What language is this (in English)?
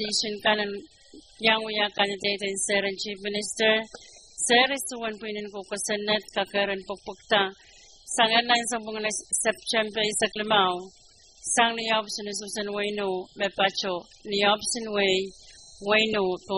Pohnpeian